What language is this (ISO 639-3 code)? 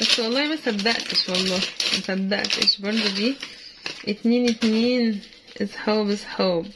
arz